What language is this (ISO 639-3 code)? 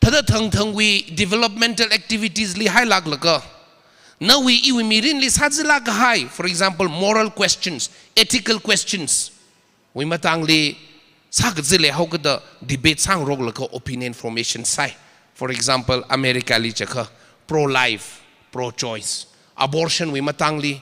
nmf